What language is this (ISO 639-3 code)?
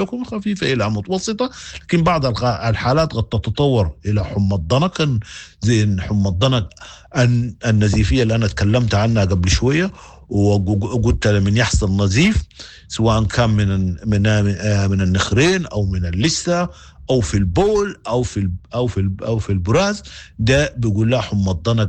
apd